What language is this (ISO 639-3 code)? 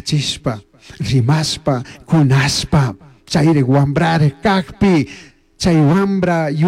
qug